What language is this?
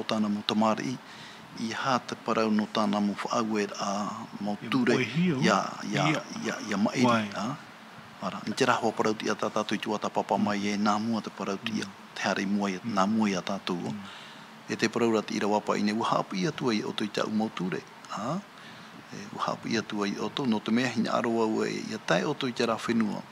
Tahitian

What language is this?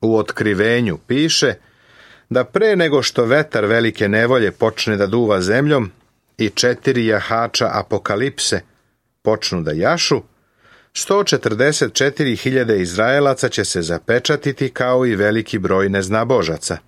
Serbian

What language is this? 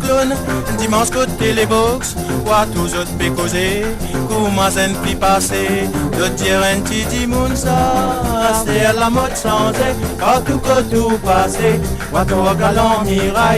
Morisyen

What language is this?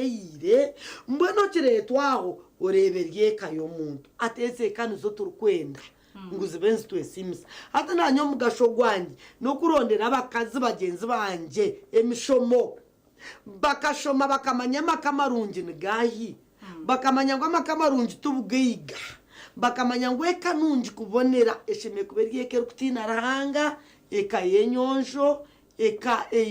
Nyankole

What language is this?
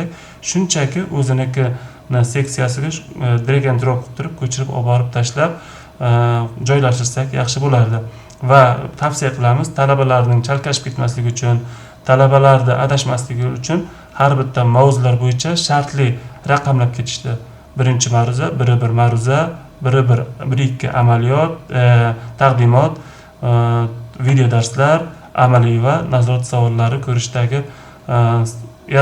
Uzbek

